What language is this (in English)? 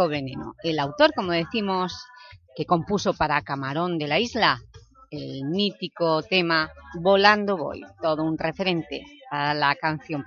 Spanish